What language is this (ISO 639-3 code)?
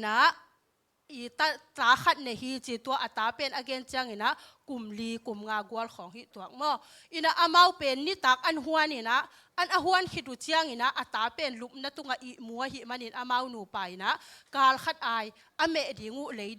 ctd